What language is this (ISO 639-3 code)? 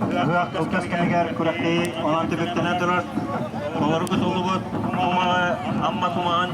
sah